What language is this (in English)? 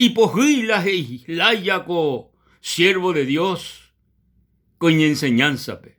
Guarani